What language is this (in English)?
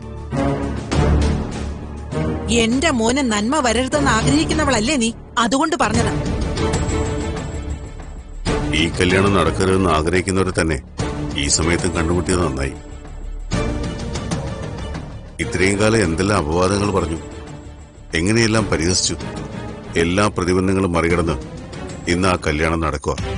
Malayalam